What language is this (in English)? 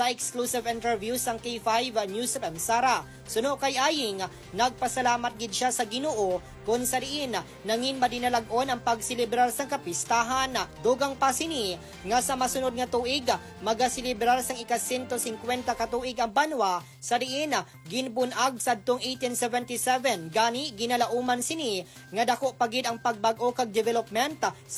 Hiligaynon